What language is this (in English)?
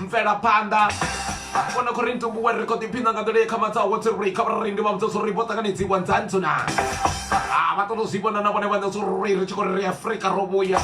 Venda